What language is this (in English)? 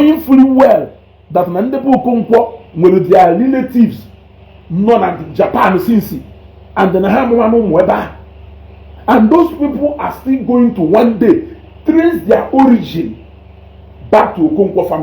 Igbo